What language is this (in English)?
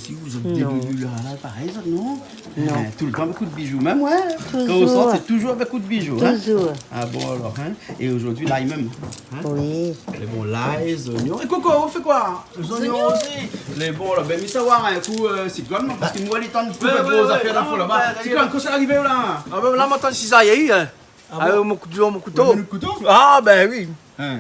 Réunion Creole French